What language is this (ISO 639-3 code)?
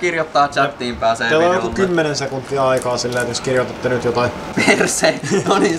fin